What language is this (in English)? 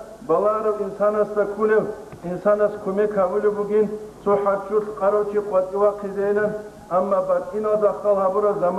Avaric